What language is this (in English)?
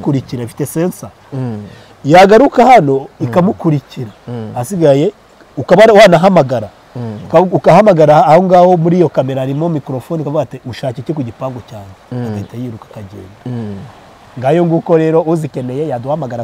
Kinyarwanda